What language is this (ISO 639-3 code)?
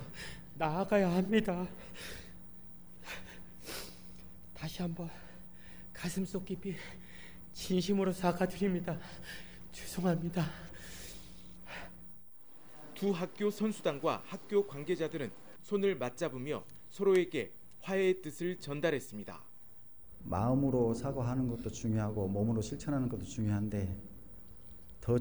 kor